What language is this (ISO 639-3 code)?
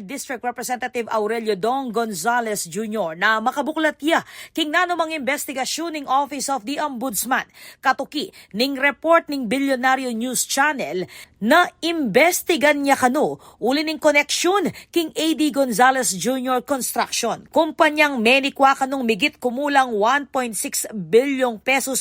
pam